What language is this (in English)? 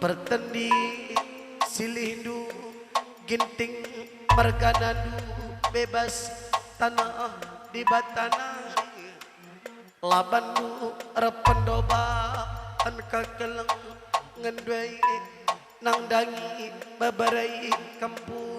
Batak Karo